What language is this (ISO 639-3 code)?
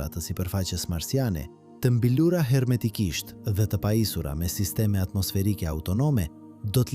sqi